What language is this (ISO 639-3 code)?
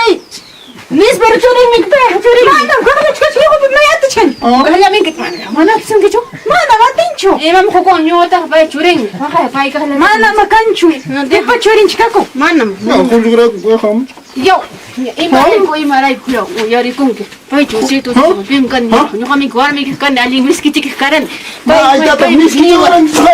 quy